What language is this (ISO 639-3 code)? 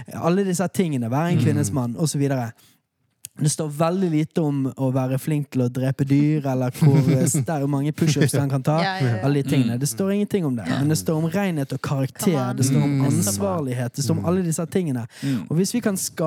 nor